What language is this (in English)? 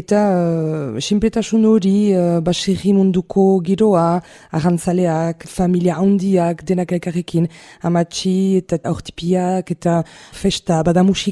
Basque